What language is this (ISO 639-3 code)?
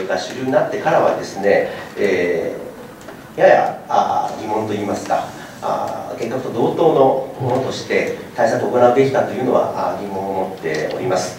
jpn